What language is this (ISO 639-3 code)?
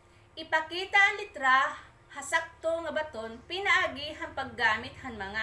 war